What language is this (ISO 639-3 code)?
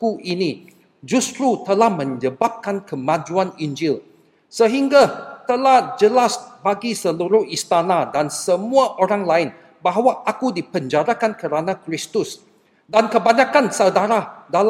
msa